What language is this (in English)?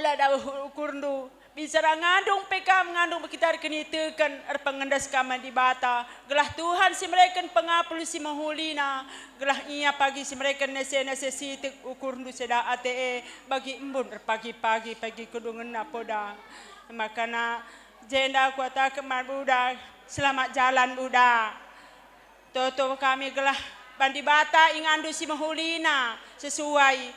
Batak Karo